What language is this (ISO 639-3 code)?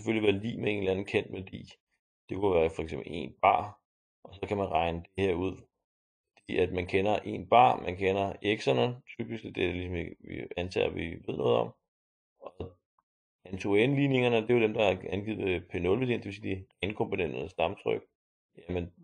dan